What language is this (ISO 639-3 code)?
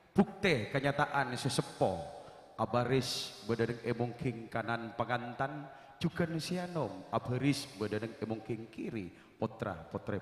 mad